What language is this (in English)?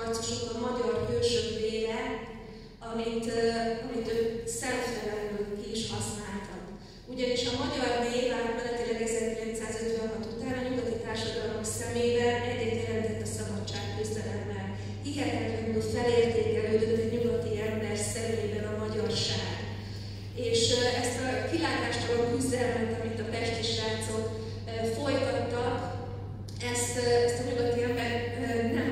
Hungarian